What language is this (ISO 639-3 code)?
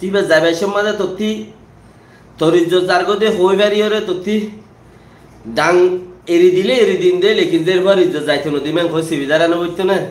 rhg